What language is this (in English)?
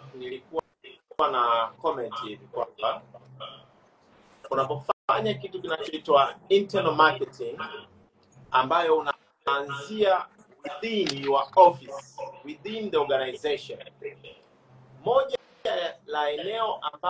Swahili